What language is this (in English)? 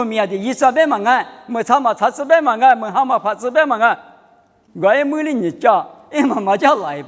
Lisu